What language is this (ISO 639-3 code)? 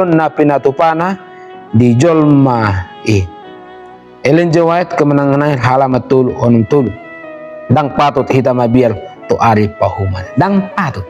bbc